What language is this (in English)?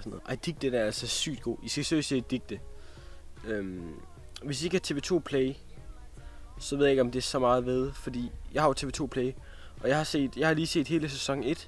Danish